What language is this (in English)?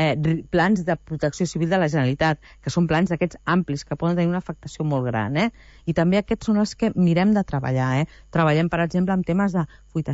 Catalan